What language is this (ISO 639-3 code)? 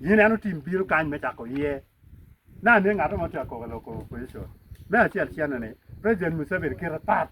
ach